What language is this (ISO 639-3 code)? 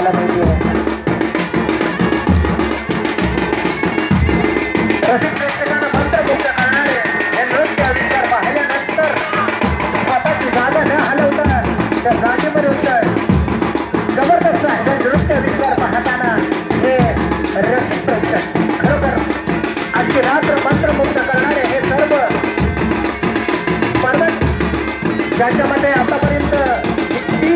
mar